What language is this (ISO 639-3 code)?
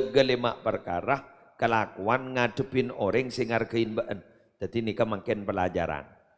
mad